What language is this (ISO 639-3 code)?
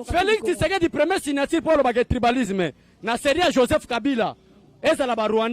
lin